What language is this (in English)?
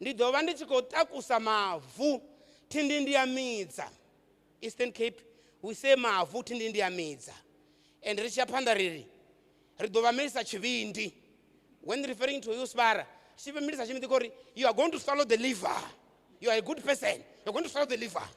Venda